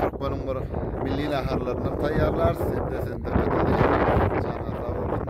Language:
Turkmen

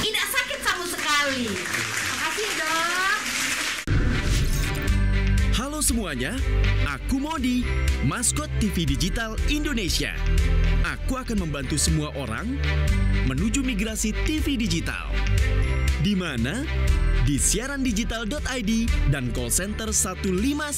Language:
Indonesian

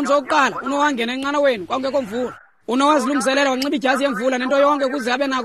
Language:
Xhosa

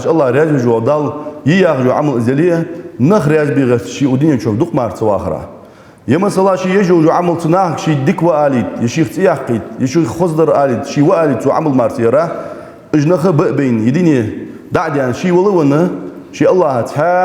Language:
Ingush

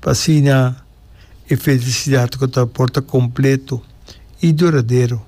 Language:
Papiamento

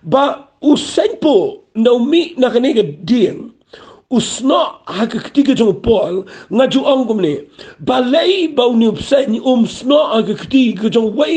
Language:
Khasi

